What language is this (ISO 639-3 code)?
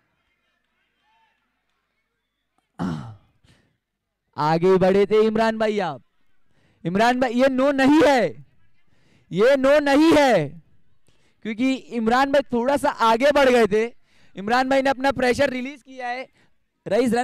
hin